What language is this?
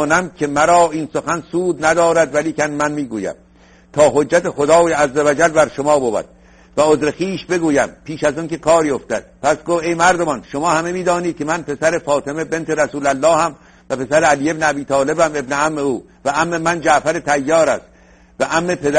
Persian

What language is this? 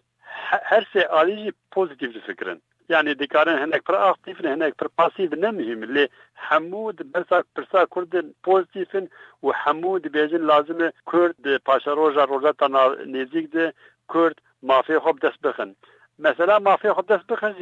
Kurdish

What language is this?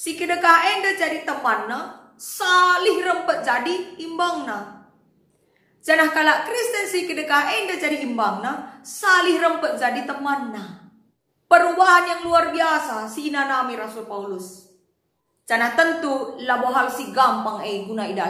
Batak Karo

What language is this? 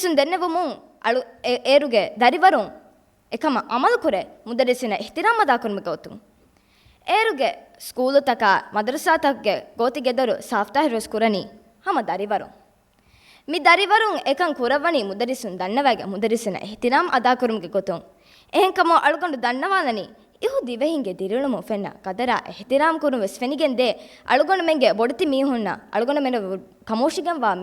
Divehi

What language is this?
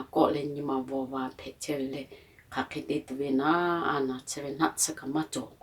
Lahu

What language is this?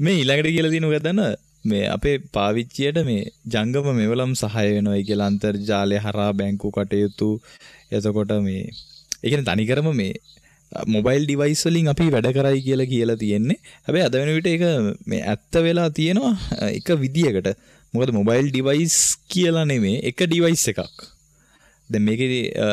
Sinhala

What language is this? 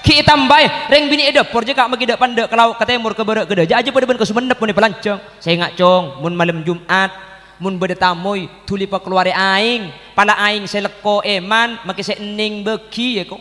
Madurese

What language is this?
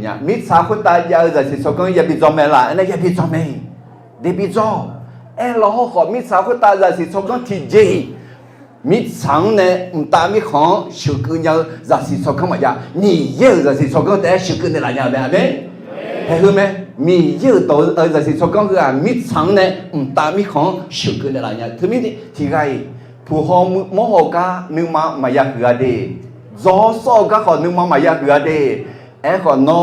Akha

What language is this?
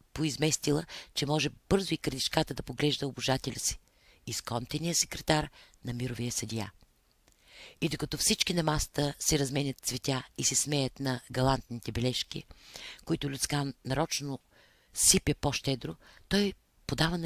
Bulgarian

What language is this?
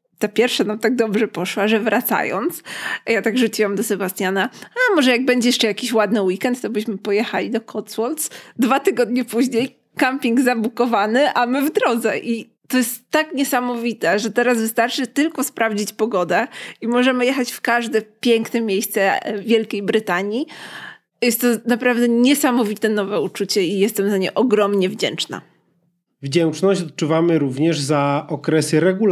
Polish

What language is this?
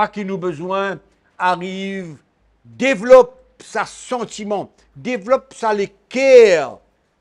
Morisyen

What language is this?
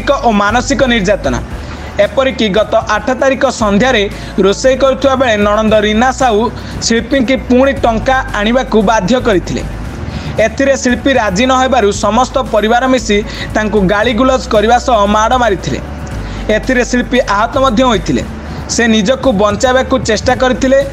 Odia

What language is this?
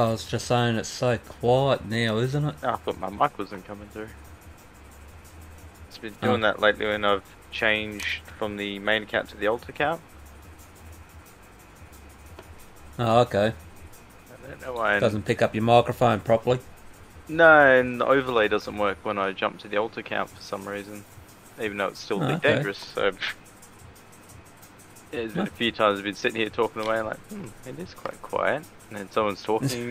English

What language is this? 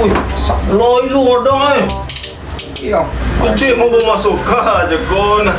Minangkabau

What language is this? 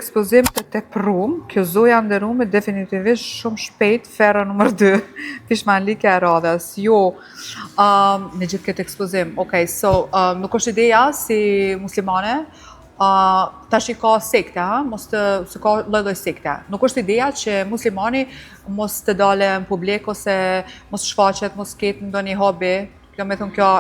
Albanian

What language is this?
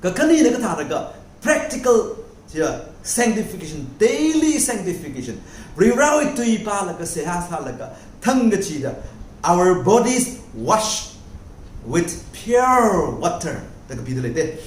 Tangkhul Naga (India)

